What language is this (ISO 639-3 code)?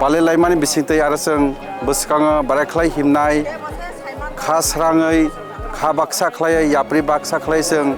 trp